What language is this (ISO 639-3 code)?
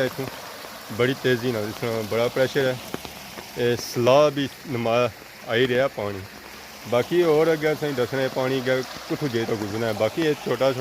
phr